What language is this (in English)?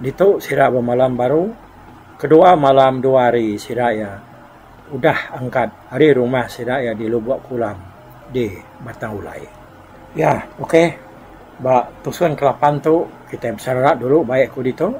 Iban